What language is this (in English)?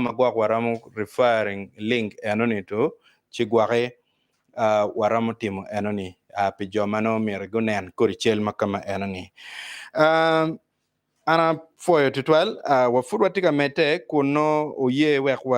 Acoli